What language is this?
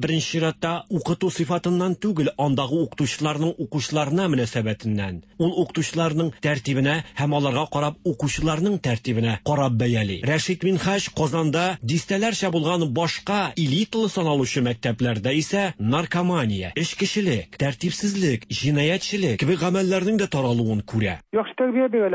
Tatar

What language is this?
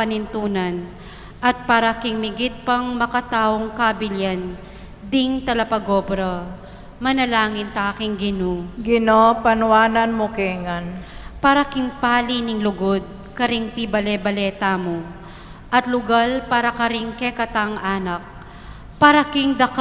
Pampanga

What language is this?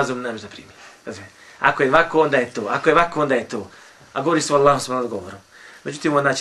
Bosnian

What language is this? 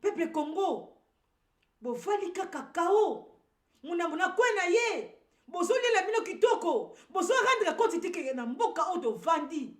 Lingala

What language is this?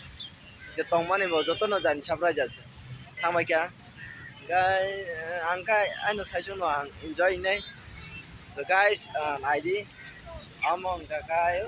Kok Borok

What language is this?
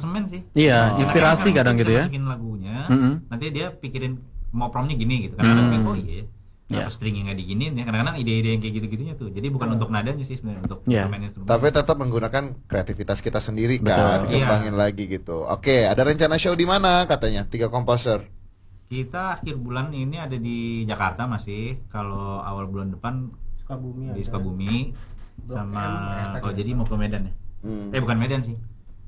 Indonesian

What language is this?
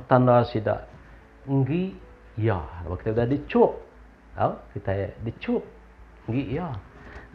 Iban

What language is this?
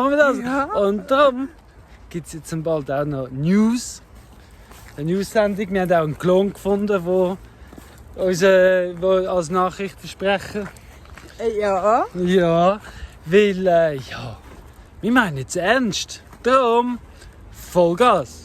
Swiss German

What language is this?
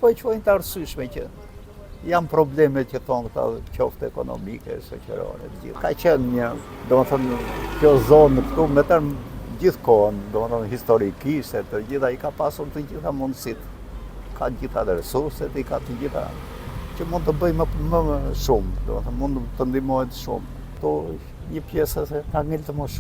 Albanian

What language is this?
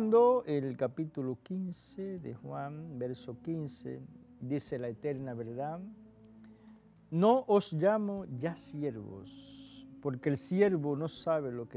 Spanish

